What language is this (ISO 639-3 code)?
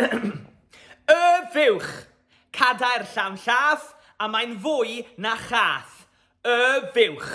cym